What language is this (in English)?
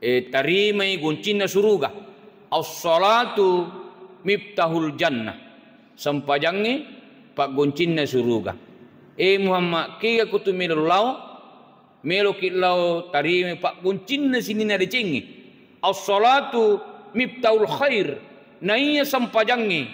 Buginese